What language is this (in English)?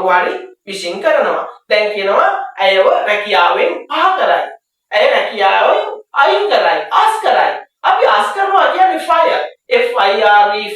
Sinhala